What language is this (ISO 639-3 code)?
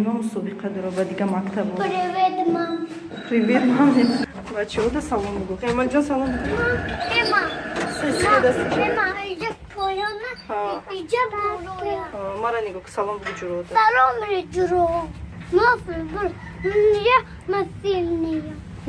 tgk